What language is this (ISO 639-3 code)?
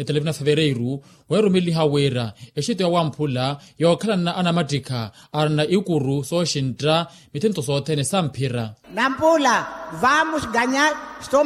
vmw